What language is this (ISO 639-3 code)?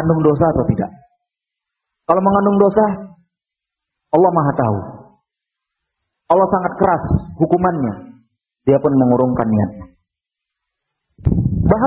ind